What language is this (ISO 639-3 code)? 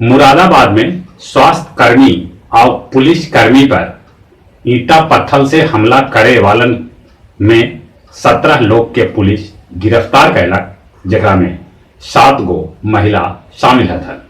mag